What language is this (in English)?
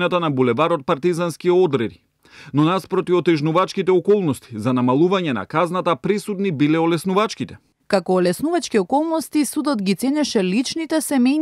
Macedonian